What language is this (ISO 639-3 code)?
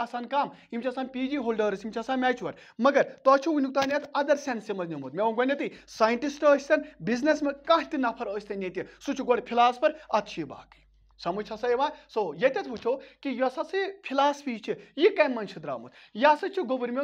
kas